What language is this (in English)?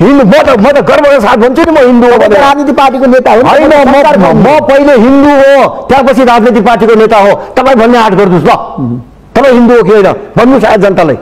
Nepali